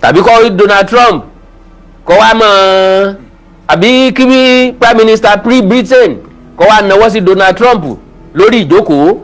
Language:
Yoruba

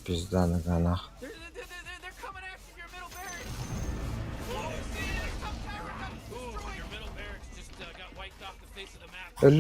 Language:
Yakut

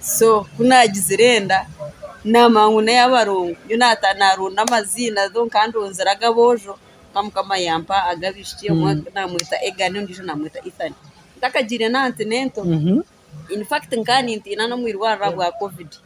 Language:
Nyankole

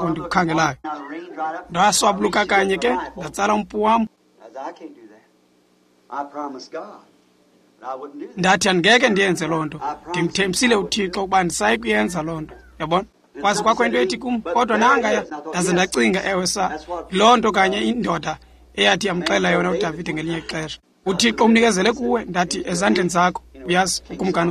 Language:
Xhosa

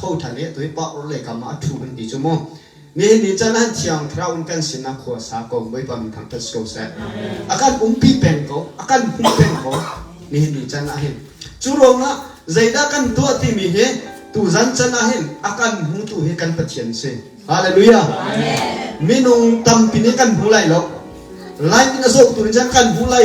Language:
Hakha Chin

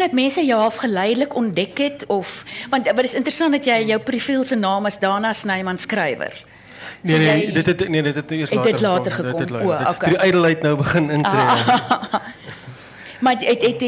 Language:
Afrikaans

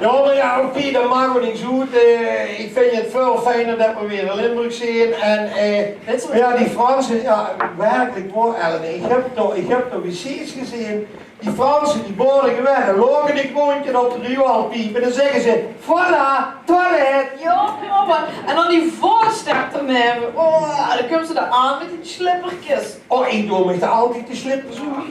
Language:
Limburgish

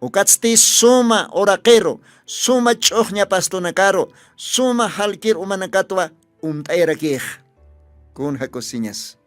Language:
Aymara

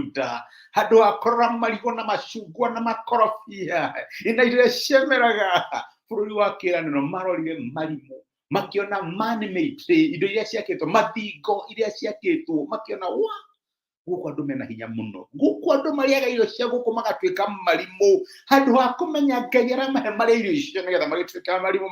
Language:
Kikuyu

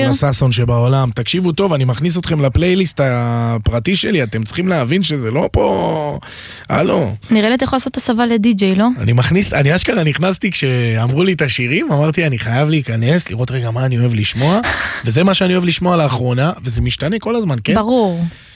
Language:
Hebrew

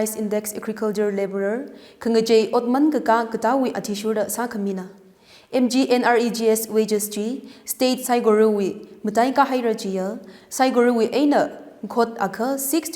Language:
Tangkhul Naga (India)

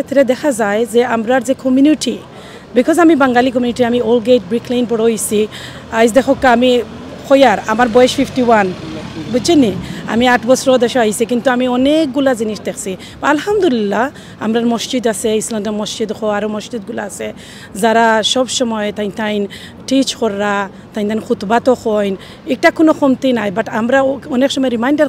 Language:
Sylheti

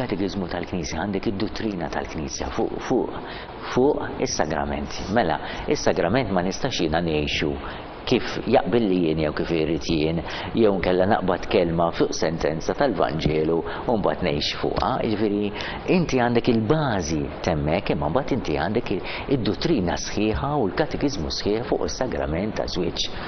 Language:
Maltese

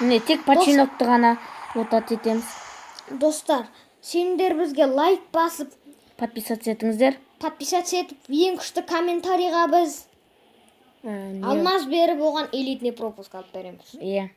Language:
Kazakh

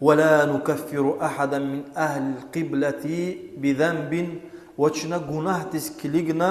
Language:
Lezghian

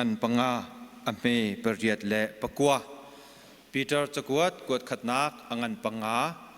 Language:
Hakha Chin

